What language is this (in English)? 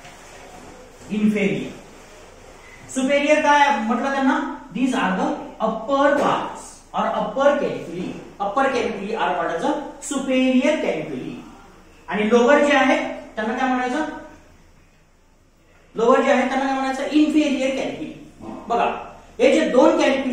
Marathi